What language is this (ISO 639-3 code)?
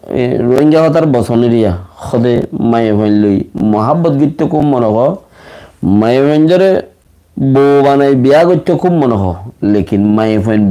rhg